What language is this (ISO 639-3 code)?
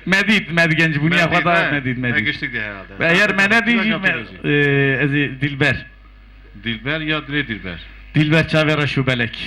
kur